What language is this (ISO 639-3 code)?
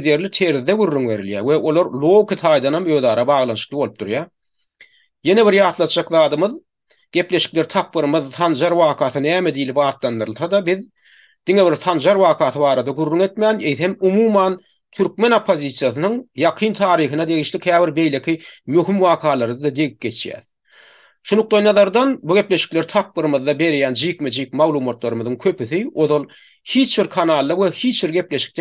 tuk